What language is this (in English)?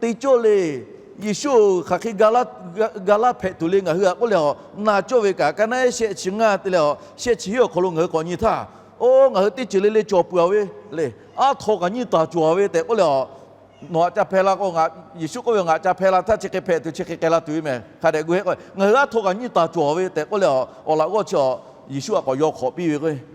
Lahu